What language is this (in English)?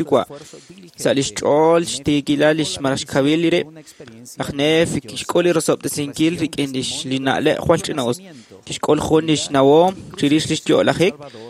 Kekchí